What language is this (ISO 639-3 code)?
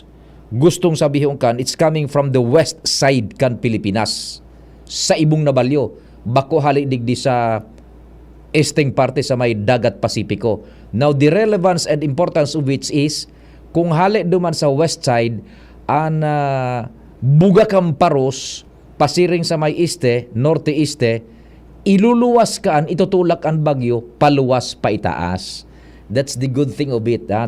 bik